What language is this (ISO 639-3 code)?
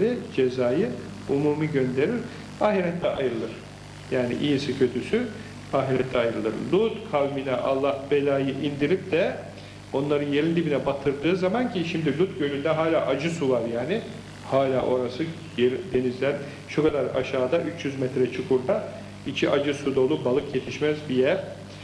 tur